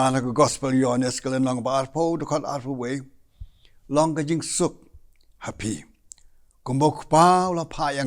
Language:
Khasi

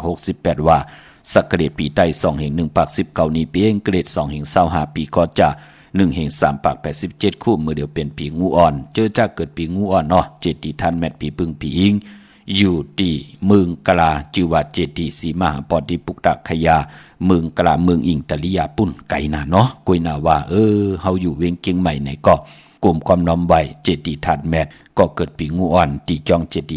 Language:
Shan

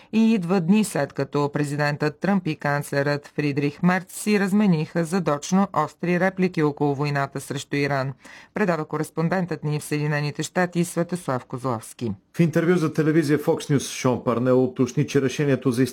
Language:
Bulgarian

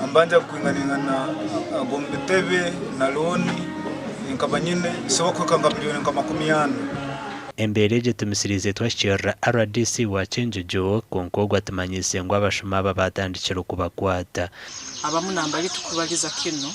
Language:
Nyankole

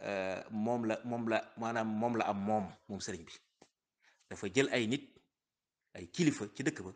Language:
Wolof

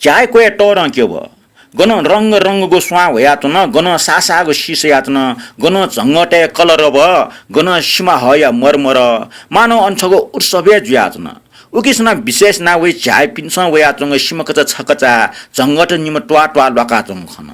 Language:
Newari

